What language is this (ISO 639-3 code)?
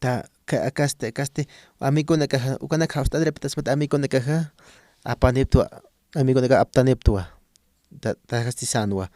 aym